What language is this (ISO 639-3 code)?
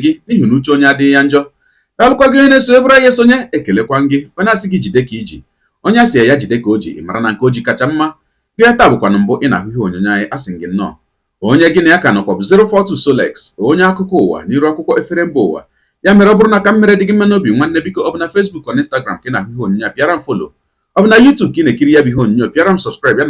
ibo